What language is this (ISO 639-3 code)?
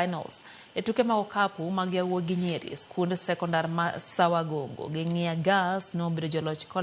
luo